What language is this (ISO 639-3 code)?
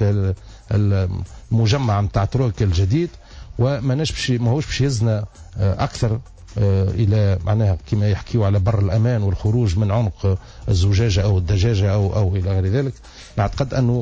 aeb